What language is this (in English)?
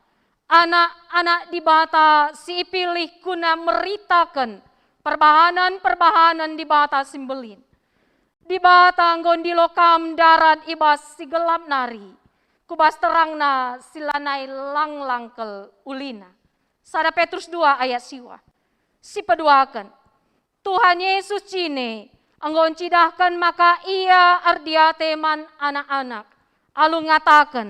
Batak Karo